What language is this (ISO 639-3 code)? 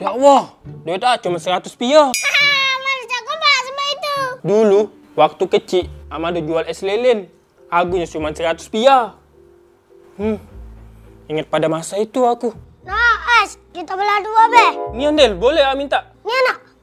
mui